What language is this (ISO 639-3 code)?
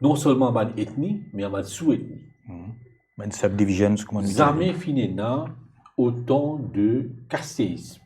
mfe